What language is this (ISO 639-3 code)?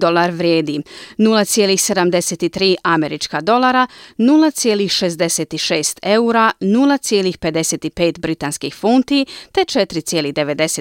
hrv